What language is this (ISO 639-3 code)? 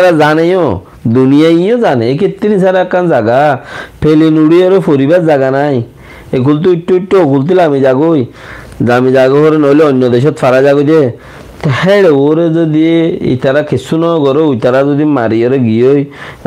rhg